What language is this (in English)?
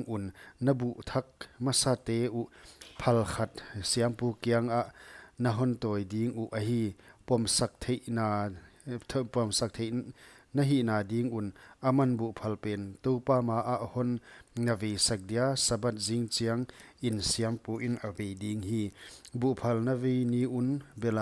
Paite Chin